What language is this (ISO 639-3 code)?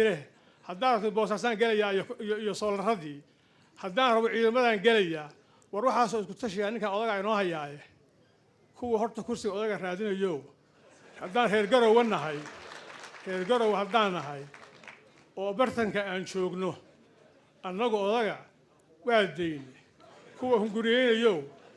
som